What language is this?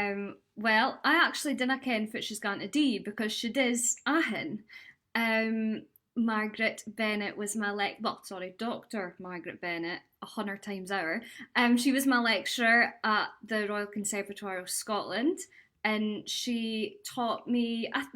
Scots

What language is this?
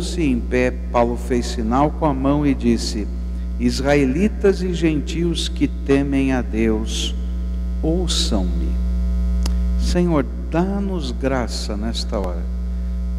Portuguese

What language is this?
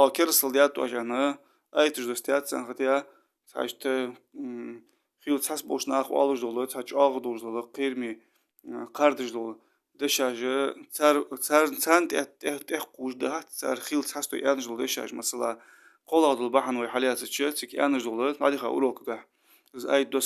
Ingush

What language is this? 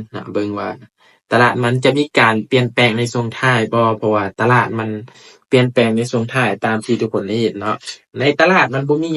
Lao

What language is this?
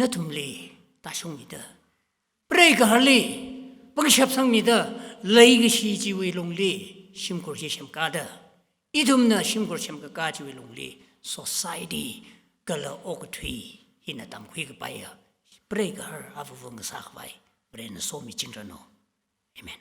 Tangkhul Naga (India)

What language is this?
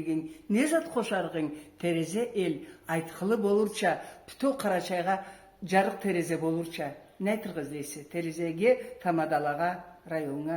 Karachay-Balkar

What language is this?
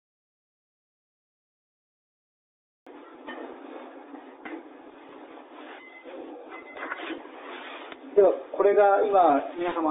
Japanese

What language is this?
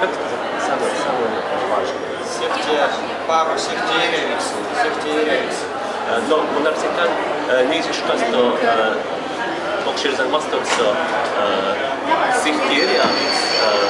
Erzya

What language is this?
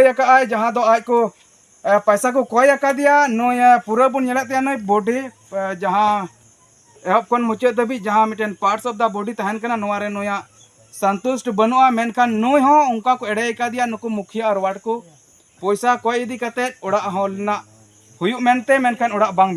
Santali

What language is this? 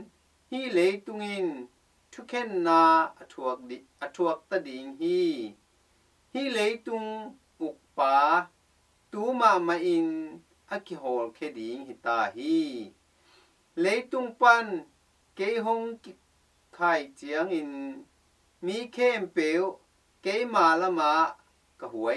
Tedim Chin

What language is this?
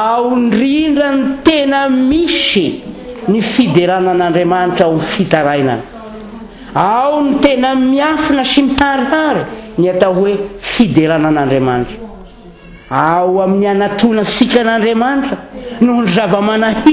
Malagasy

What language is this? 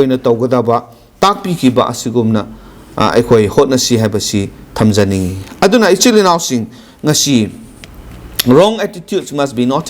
Manipuri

